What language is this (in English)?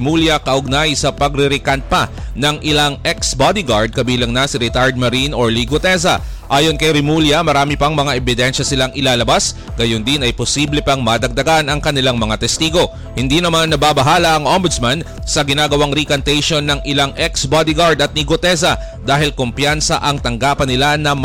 Filipino